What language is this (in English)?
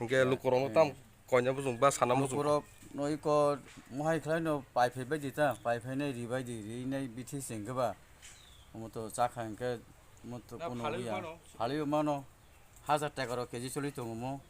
Kok Borok